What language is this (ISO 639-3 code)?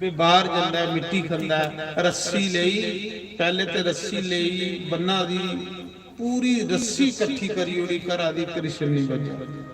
doi